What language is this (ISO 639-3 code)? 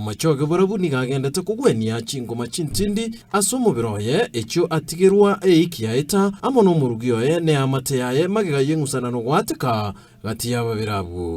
guz